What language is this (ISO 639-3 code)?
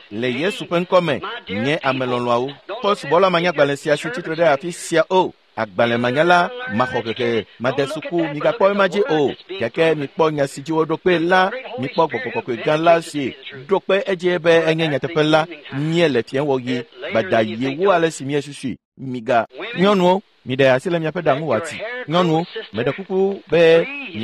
ewe